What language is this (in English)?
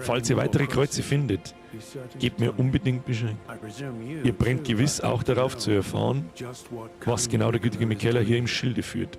Bavarian